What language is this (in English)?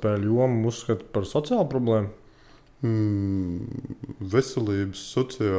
Latvian